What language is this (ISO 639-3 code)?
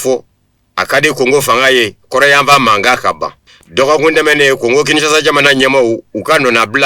bam